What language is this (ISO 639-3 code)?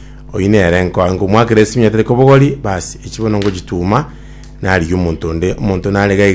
guz